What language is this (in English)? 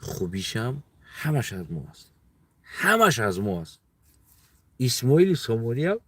Tajik